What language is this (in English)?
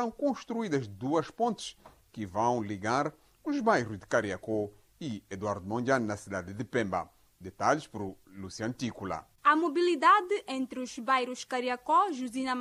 Portuguese